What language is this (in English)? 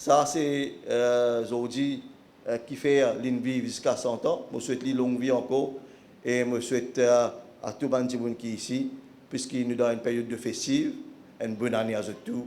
Morisyen